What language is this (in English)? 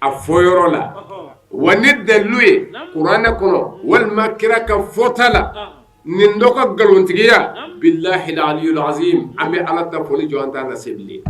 Bambara